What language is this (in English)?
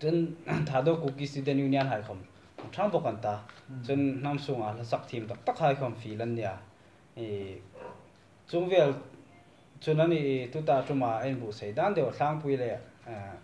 Hmar